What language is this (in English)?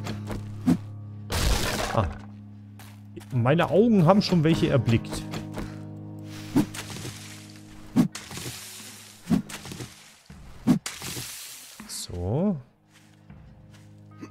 German